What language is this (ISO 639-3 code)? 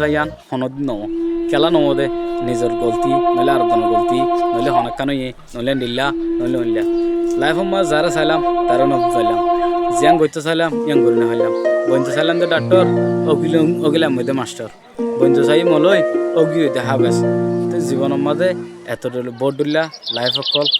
rhg